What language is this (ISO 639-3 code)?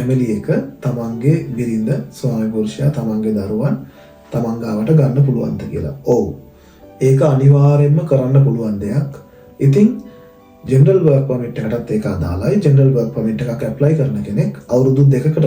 sin